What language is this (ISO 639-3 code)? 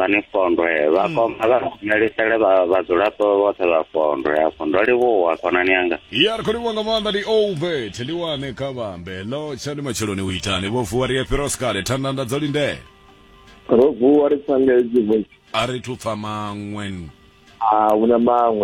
ven